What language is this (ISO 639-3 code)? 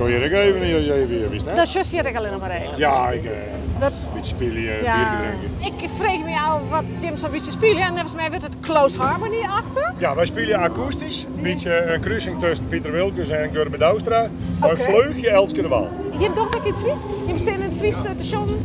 fry